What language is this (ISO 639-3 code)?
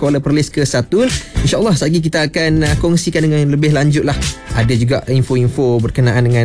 msa